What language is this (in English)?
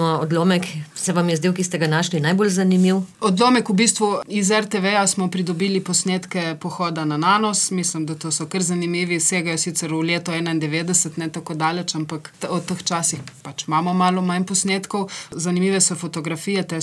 Slovenian